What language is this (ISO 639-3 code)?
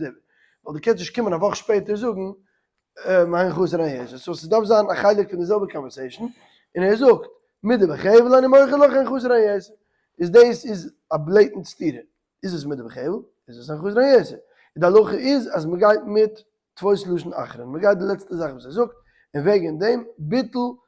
yid